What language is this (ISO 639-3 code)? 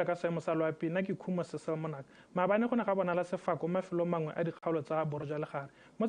tsn